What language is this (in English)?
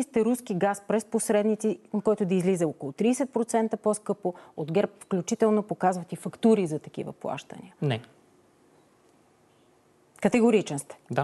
Bulgarian